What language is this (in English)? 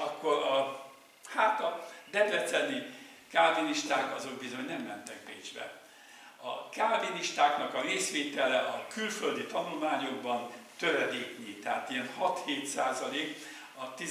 Hungarian